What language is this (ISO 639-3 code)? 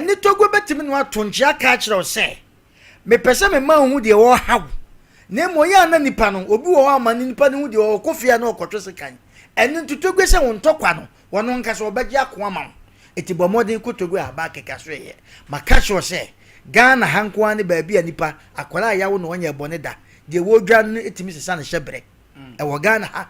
aka